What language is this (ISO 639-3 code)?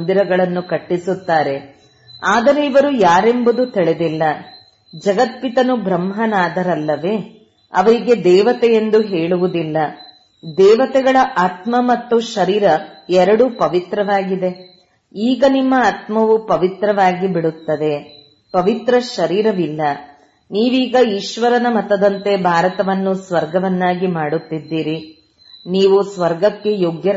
kan